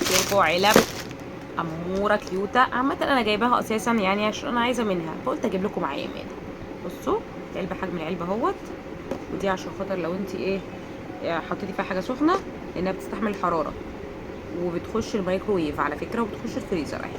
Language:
Egyptian Arabic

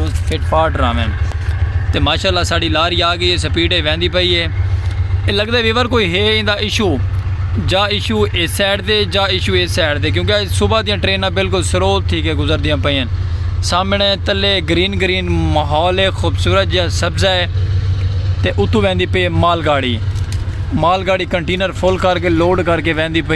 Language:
Saraiki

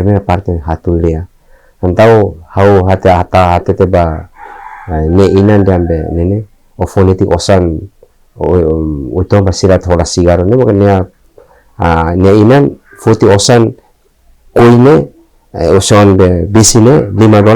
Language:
Tetum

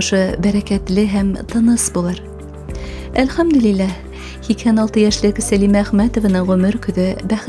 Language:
Bashkir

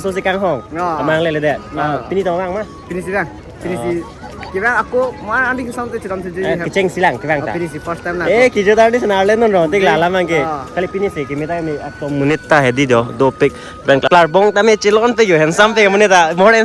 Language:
Karbi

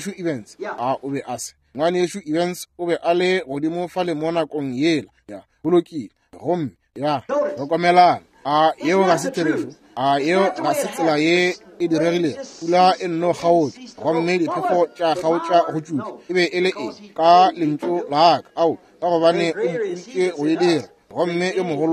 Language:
Northern Sotho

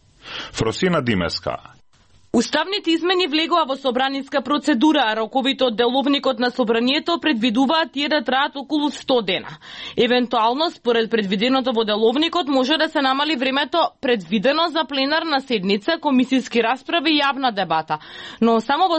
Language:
Macedonian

